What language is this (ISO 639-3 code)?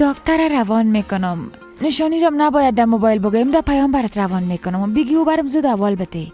fas